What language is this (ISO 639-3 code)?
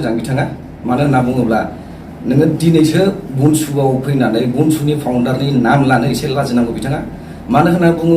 brx